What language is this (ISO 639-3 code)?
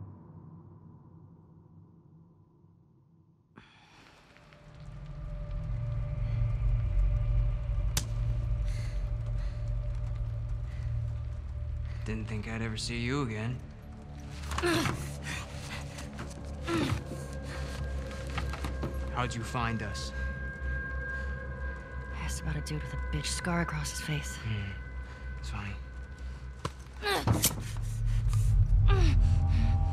eng